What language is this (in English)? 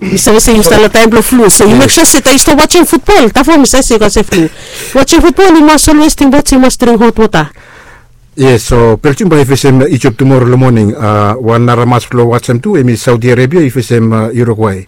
Bislama